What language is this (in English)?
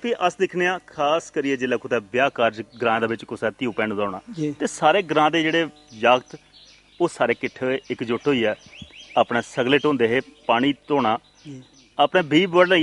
Dogri